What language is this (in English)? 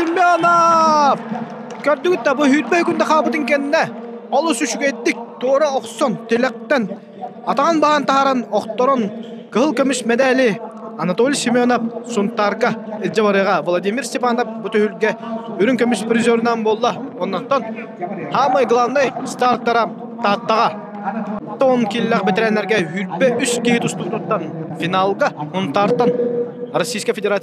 Yakut